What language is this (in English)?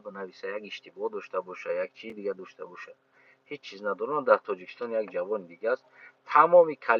Tajik